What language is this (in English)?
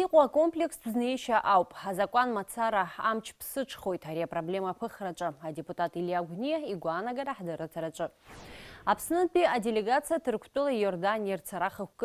Abkhazian